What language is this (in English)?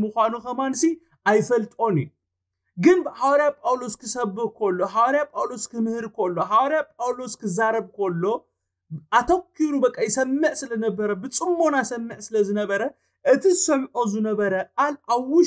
Tigrinya